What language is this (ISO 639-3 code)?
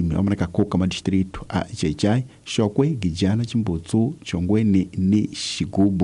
tso